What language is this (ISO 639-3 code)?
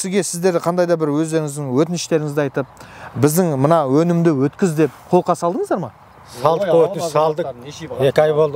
kaz